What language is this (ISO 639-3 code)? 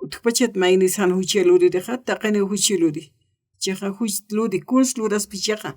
aym